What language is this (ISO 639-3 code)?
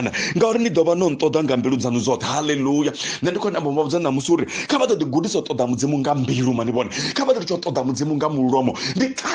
ven